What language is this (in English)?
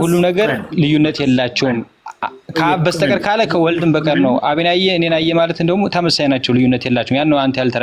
Amharic